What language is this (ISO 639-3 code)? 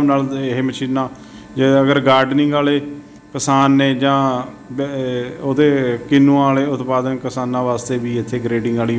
pan